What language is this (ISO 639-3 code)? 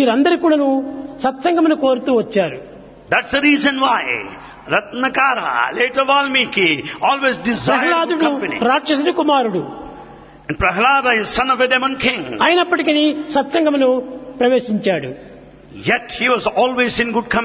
tel